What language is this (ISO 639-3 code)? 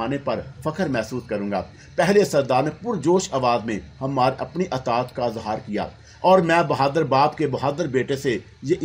urd